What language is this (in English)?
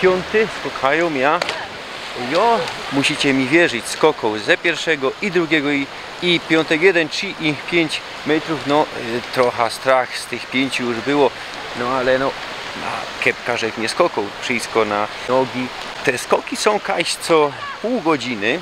Silesian